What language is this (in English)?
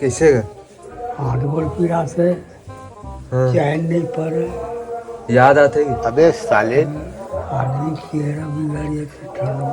Chhattisgarhi